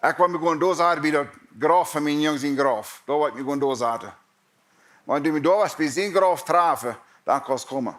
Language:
Plautdietsch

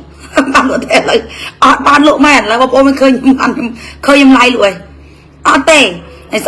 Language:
Khmer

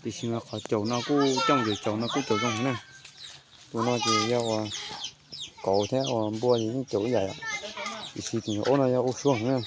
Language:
Hmong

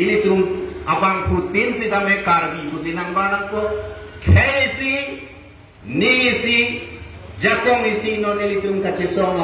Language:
Karbi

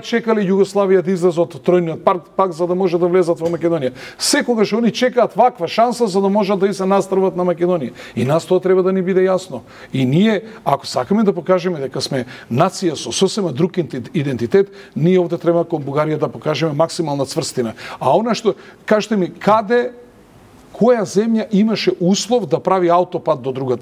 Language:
Macedonian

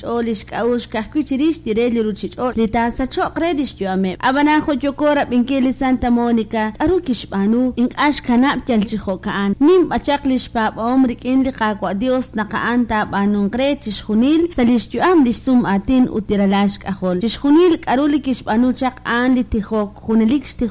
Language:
Kekchí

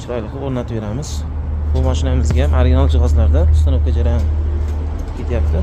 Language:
Uzbek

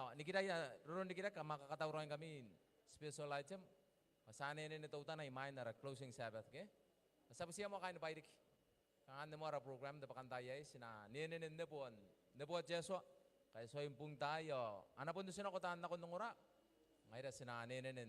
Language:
Gilbertese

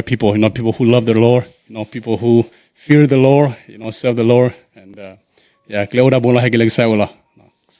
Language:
S'gaw Karen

